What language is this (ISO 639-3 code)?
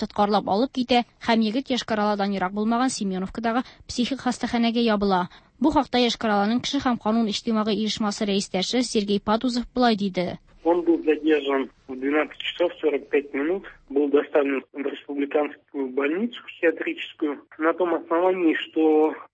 tat